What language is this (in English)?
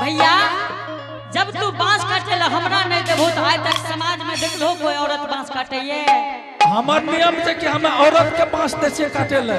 Angika